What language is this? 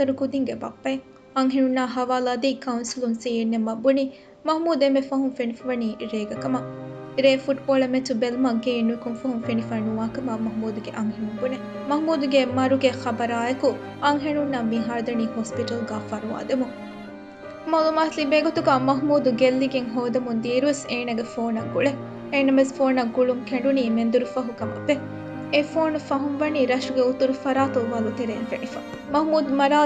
Divehi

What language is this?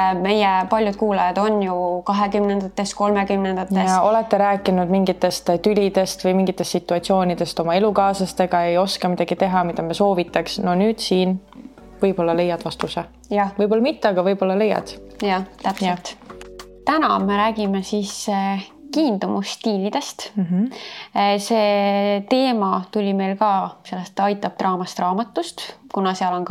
Estonian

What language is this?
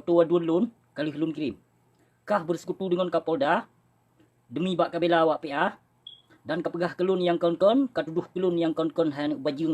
Achinese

